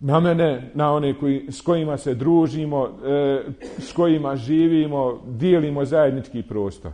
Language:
Bosnian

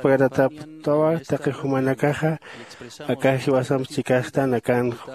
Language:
Aymara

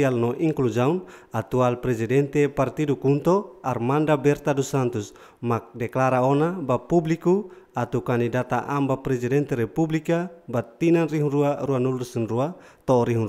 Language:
Tetum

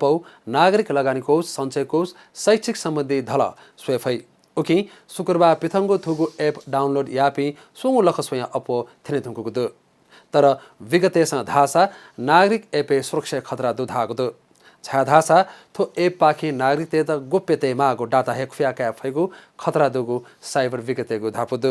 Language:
Newari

